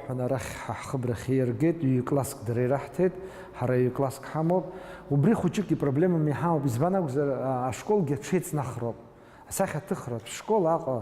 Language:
Abkhazian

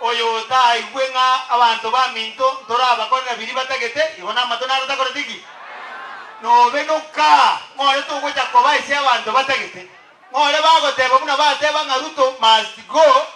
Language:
Gusii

